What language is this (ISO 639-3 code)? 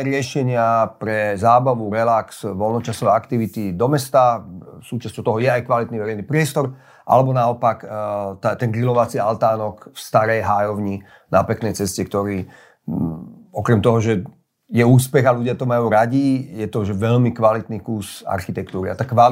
slk